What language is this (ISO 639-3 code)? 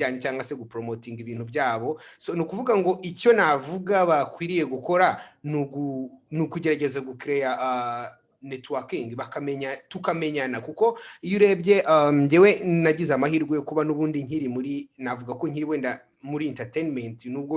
kin